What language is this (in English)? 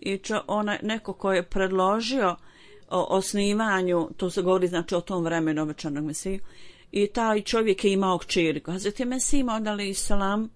Bosnian